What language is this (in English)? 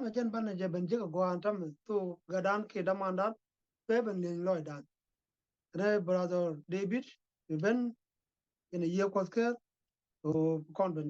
Nuer